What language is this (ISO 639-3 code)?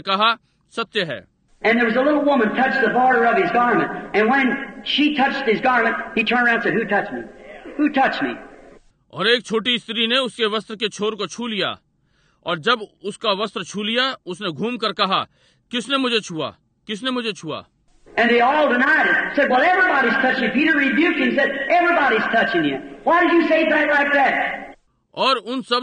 hin